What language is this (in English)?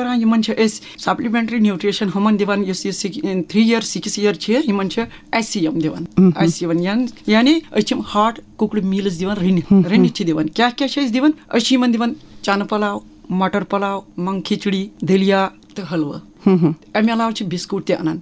Kashmiri